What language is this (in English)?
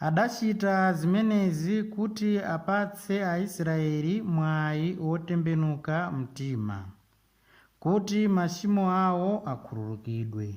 Nyanja